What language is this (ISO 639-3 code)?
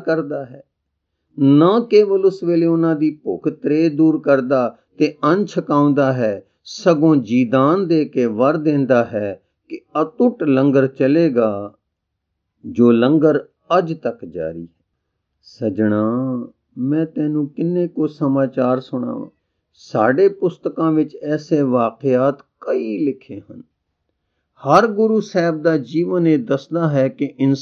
pan